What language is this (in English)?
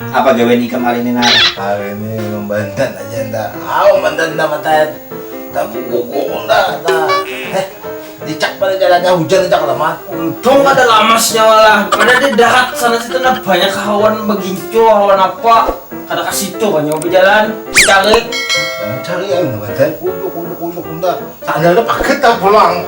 Banjar